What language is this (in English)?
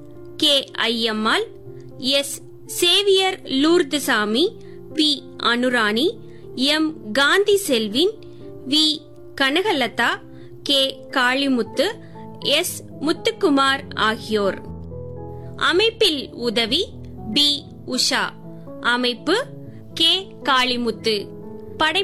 Tamil